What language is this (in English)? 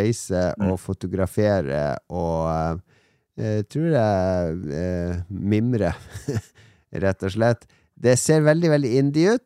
Norwegian